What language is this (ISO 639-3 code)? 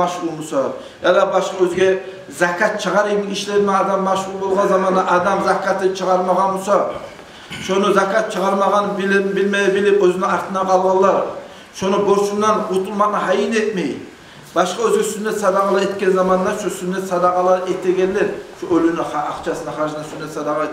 kum